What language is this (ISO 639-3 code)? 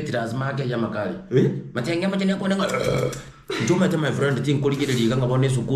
guz